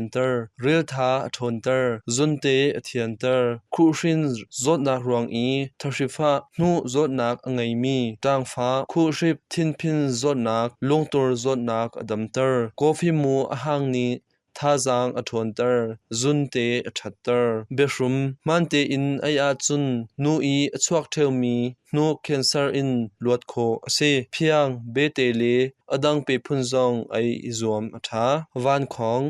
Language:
Hakha Chin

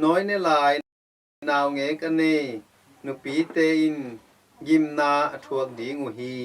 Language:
Tedim Chin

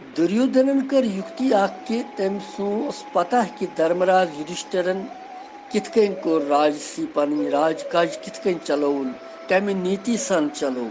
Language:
Kashmiri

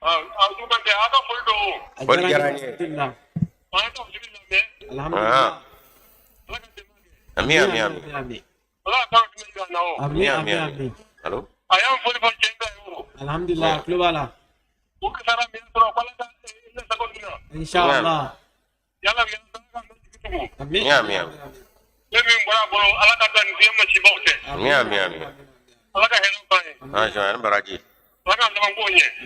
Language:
Bambara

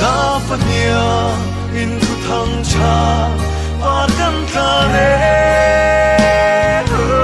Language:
Falam Chin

